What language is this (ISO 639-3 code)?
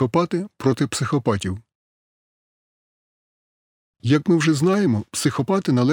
ukr